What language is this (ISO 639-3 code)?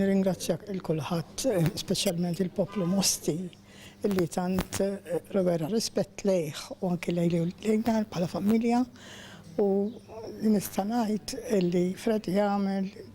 mlt